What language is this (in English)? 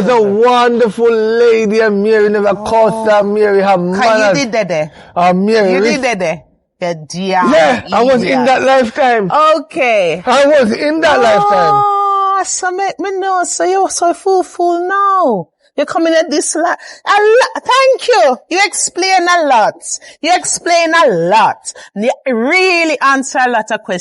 Jamaican Creole English